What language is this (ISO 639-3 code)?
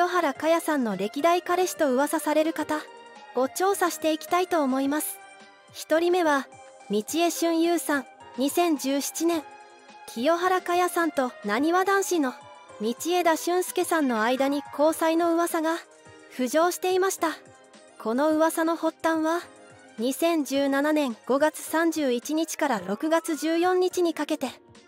jpn